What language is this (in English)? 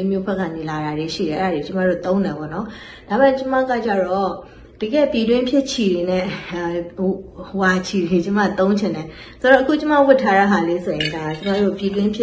Burmese